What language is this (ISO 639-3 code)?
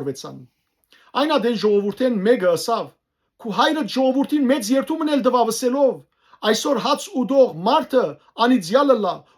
hyw